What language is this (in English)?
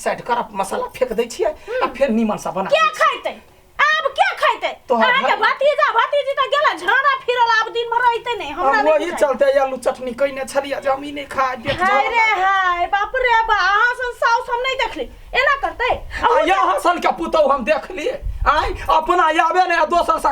Maithili